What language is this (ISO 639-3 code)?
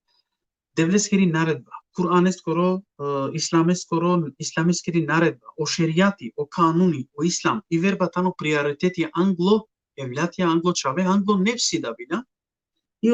rmn